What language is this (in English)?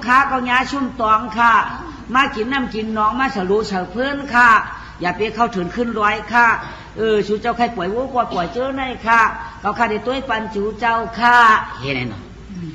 Shan